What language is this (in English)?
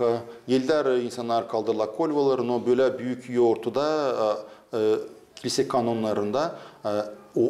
Gagauz